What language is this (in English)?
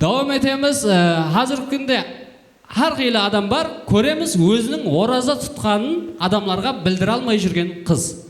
Kara-Kalpak